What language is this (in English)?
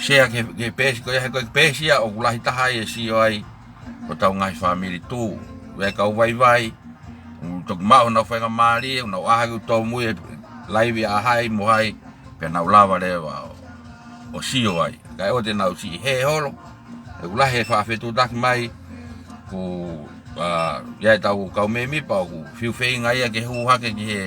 Tongan